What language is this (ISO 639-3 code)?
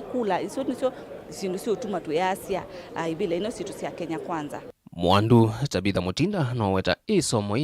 kam